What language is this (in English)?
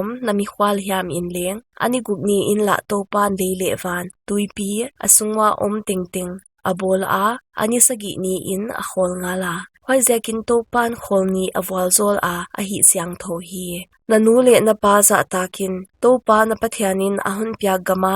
Paite Chin